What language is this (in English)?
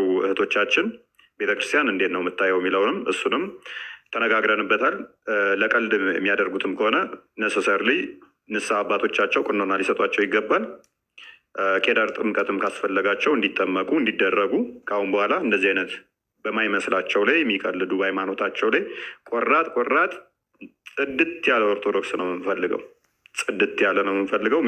Amharic